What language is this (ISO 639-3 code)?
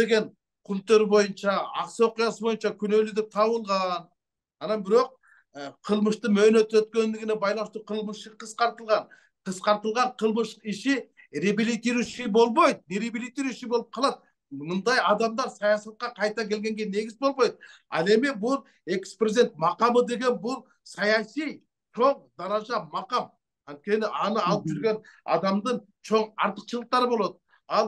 kir